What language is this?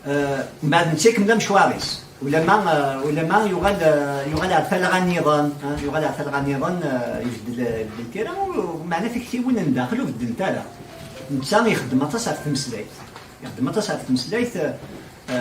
Kabyle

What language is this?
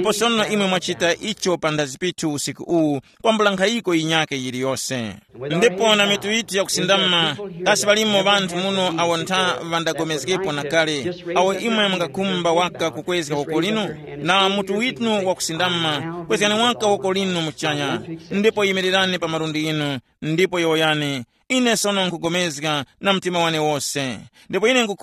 Tumbuka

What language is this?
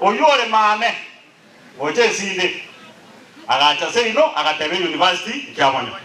Gusii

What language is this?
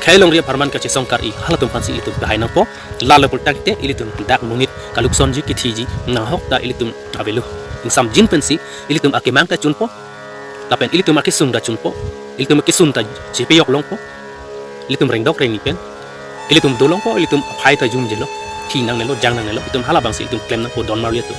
Karbi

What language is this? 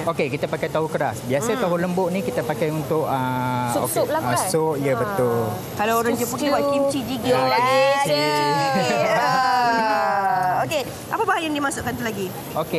Malay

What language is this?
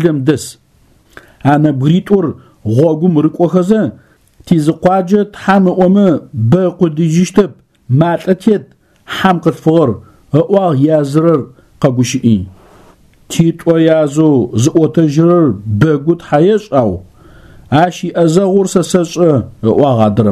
Adyghe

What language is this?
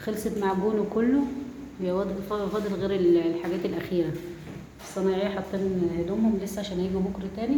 Egyptian Arabic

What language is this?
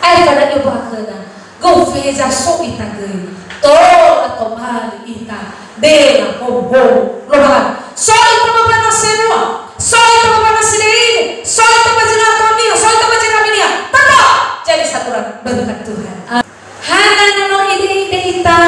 Nias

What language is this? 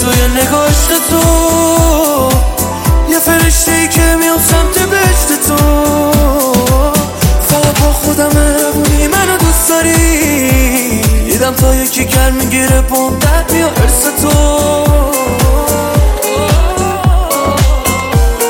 Persian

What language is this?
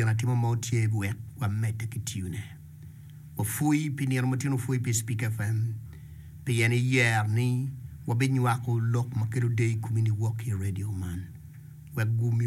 Acoli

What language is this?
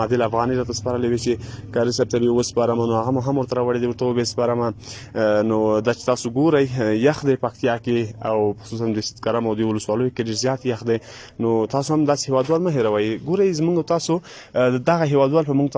Pashto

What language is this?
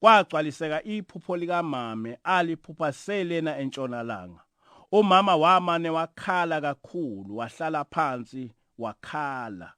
Zulu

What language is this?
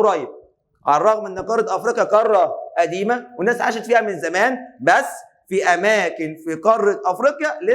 Egyptian Arabic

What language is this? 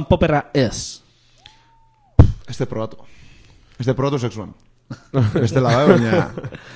Basque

